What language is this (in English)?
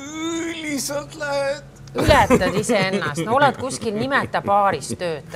Estonian